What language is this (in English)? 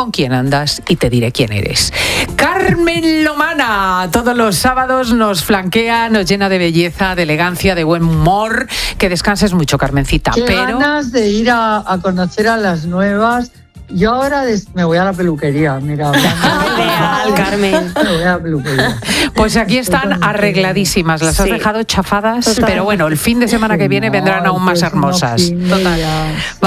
Spanish